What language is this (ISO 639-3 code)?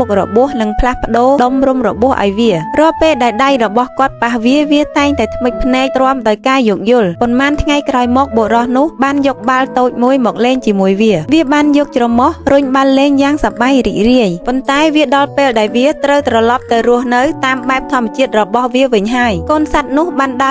khm